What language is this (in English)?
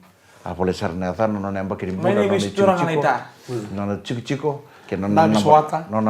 Fijian